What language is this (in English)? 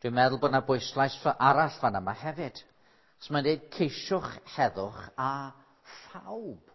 Welsh